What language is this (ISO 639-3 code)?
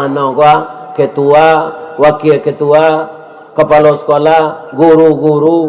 min